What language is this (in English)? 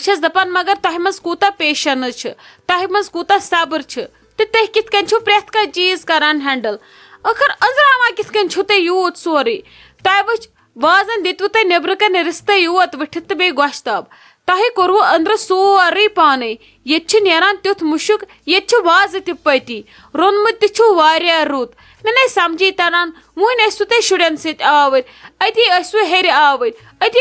Kashmiri